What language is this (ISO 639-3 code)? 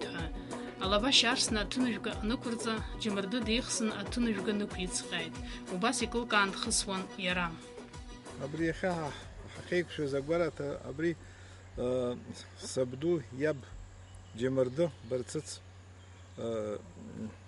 abk